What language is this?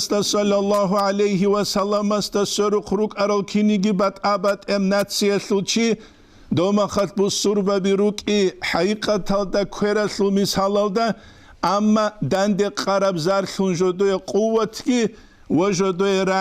Avaric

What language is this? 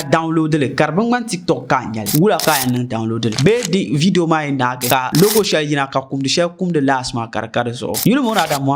Dagbani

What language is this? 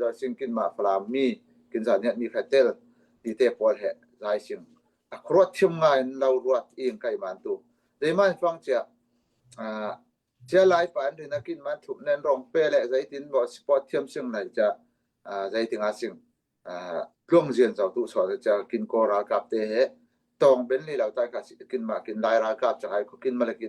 Falam Chin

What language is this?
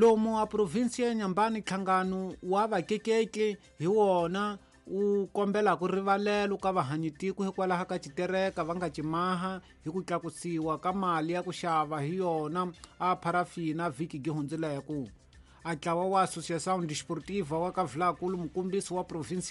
Tsonga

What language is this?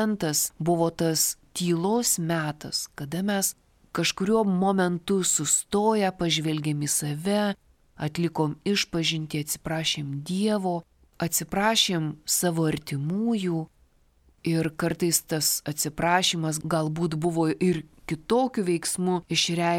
Lithuanian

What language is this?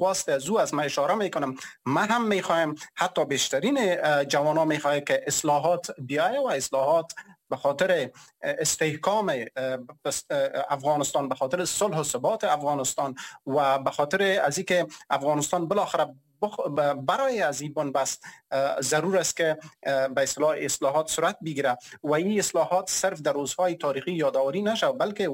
Persian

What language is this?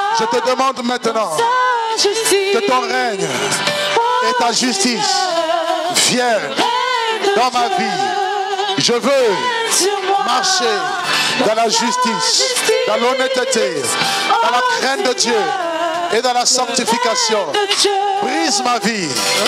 French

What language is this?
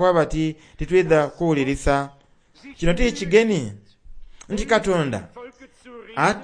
Soga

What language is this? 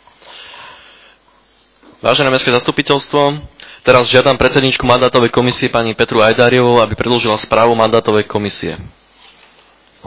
Slovak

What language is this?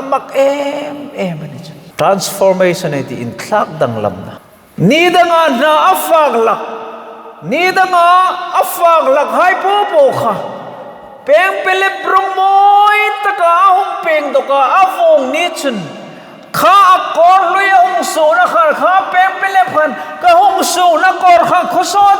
Hmar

